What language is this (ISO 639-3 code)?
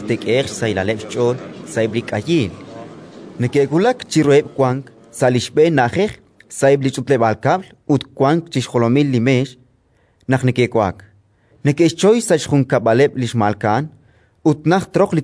kek